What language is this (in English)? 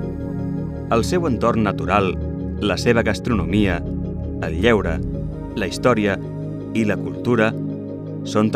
Catalan